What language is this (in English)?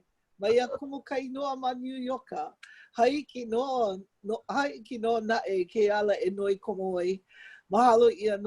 Hawaiian